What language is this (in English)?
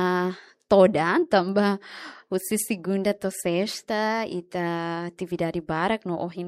Tetum